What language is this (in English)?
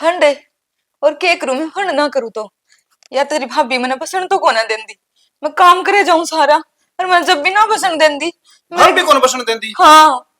Haryanvi